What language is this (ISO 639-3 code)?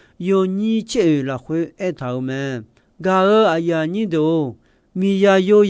ahk